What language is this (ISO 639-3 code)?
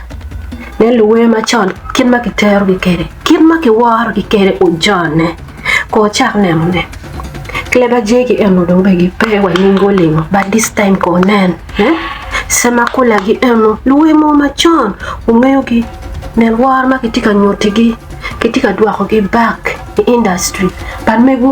ach